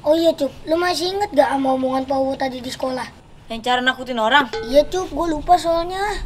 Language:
Betawi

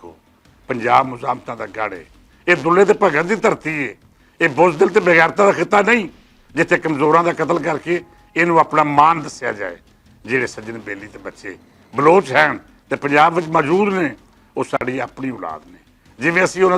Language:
Western Panjabi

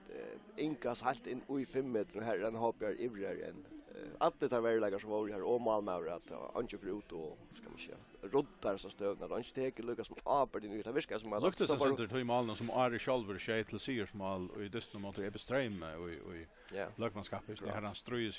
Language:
Faroese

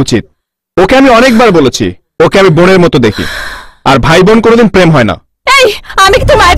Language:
Bangla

